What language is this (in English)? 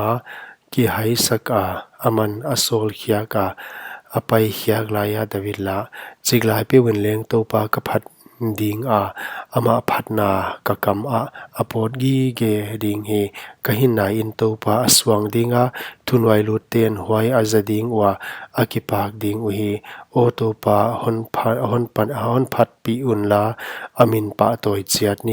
Paite Chin